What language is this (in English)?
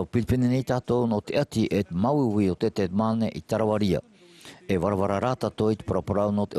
Tahitian